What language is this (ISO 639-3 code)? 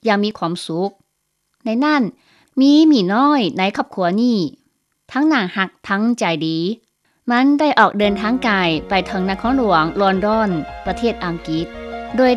lao